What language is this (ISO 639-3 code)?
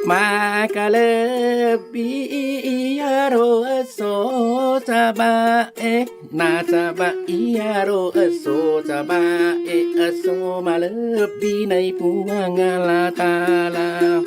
bug